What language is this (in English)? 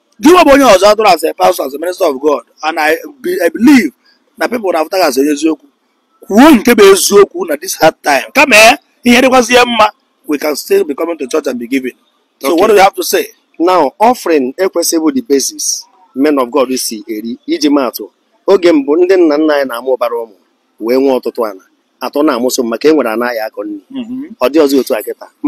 Igbo